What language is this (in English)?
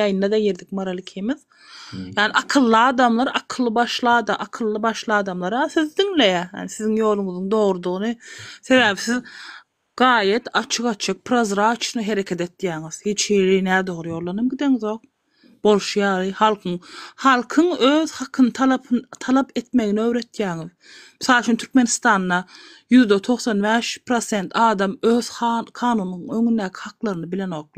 Turkmen